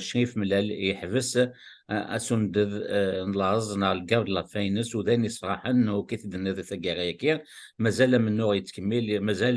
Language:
Kabyle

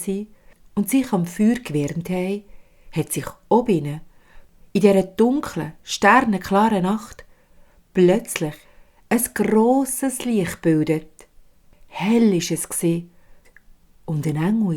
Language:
Swiss German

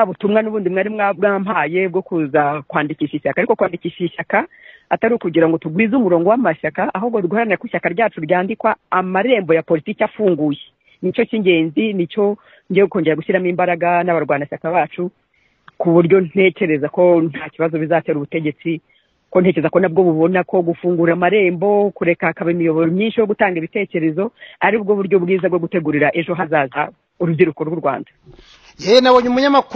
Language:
Kinyarwanda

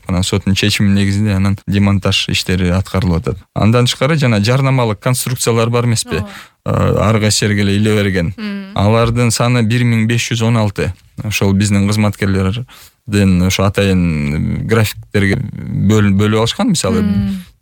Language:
Kyrgyz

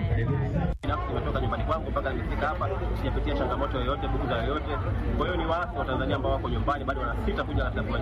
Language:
Swahili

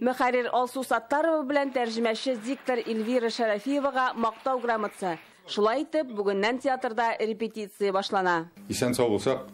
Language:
Tatar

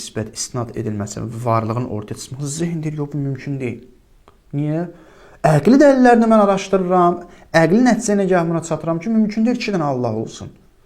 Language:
Azerbaijani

